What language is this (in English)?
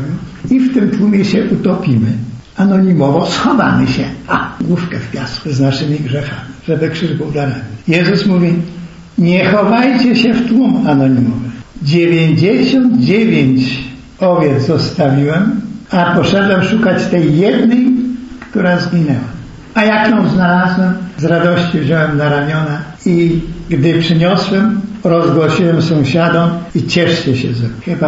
Polish